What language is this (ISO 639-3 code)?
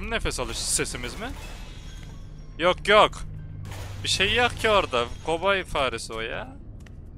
tur